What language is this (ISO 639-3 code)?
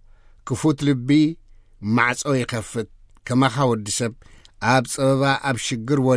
tir